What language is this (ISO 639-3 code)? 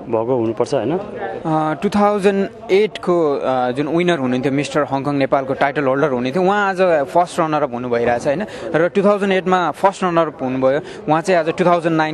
nep